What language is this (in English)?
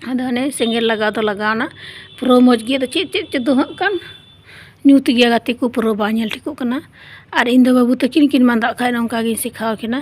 Santali